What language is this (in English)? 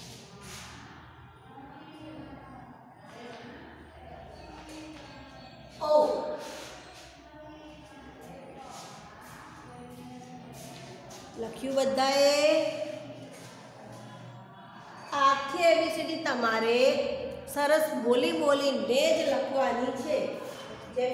Gujarati